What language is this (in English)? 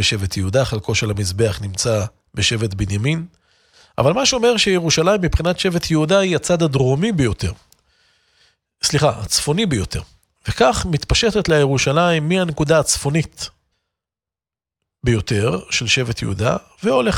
Hebrew